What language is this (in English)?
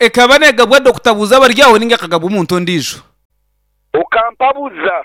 Nyankole